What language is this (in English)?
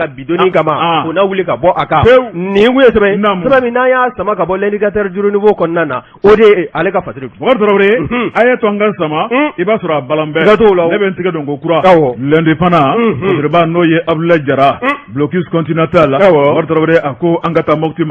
Bambara